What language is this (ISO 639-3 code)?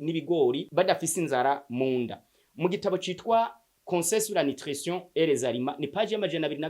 run